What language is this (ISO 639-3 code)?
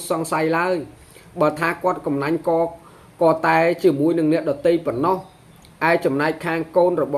khm